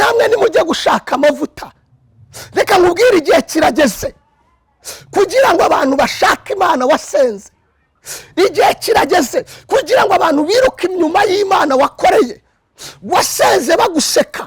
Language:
Kinyarwanda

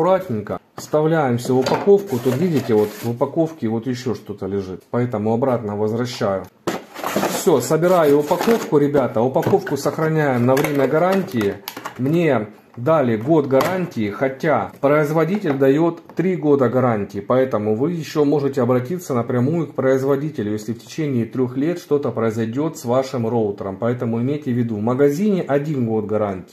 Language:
Russian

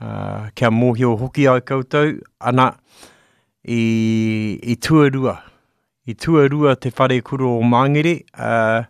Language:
Māori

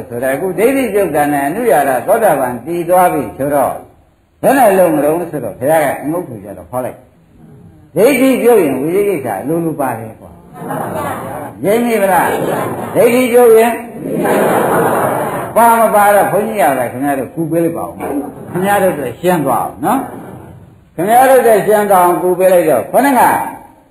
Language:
Burmese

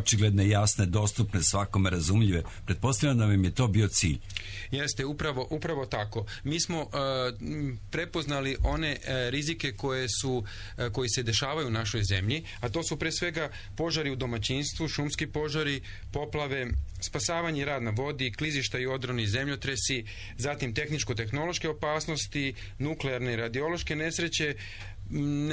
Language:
Serbian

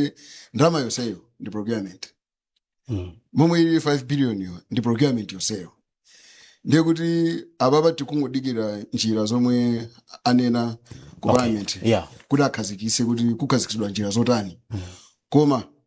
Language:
Nyanja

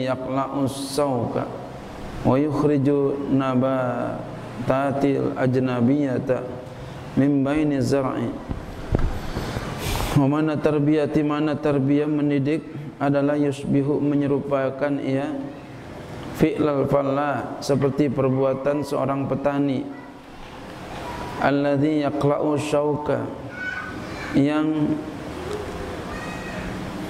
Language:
Indonesian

